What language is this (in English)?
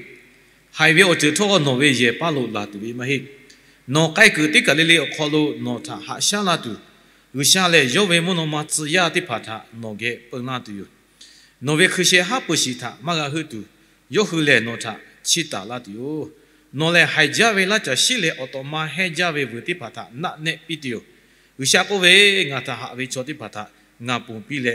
Lahu